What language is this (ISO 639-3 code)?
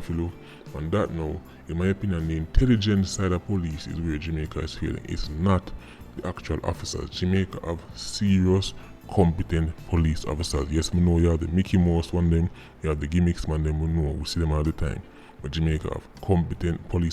jam